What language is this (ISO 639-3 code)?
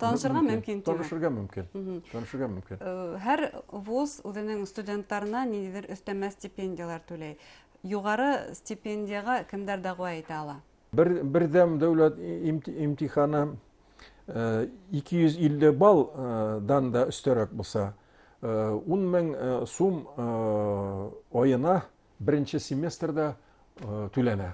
bak